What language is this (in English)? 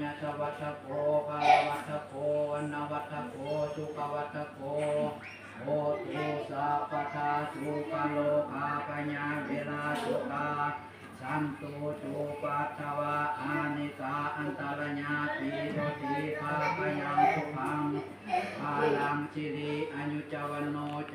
Pali